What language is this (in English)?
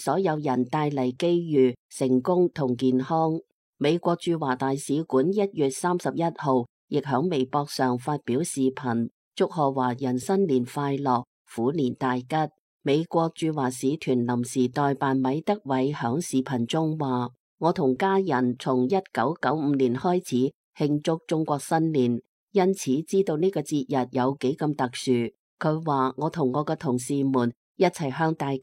Cantonese